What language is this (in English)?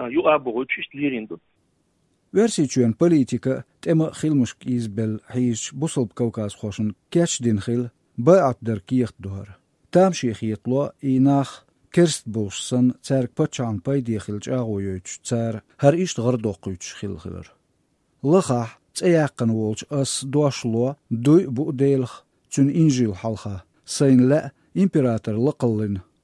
Chechen